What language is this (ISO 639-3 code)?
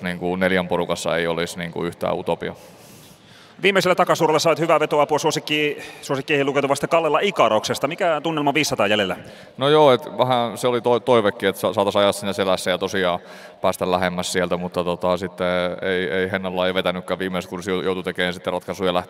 fin